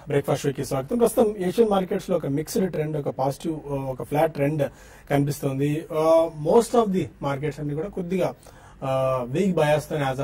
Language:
Telugu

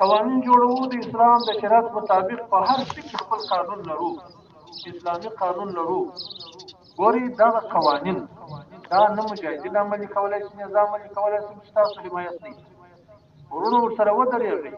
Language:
Pashto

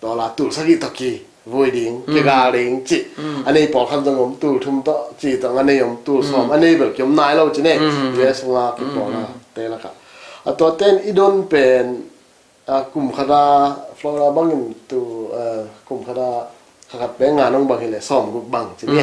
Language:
Tedim Chin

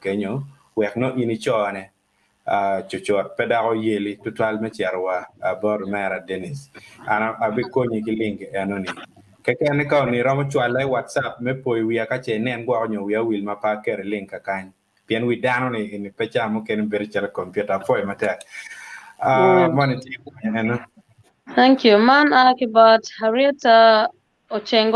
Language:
Acoli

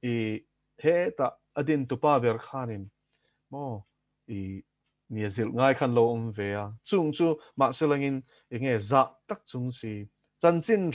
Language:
Mizo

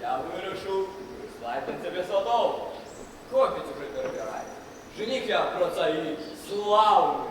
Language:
Belarusian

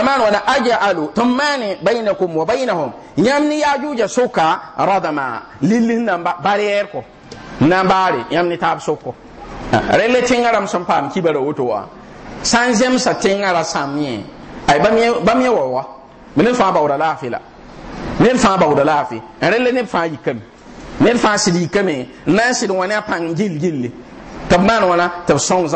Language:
Mossi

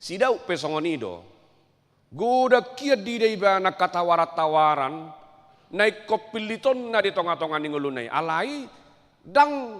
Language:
Batak Toba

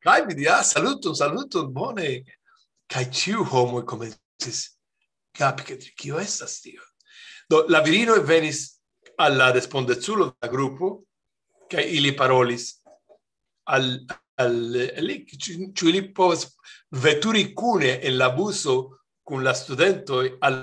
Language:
Esperanto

